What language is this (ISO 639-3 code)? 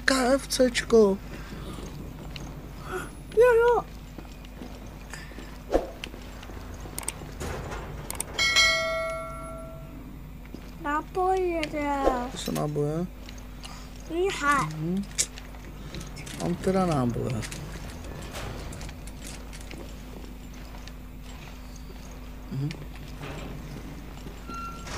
ces